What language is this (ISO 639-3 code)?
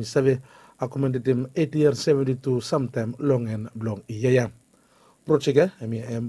bis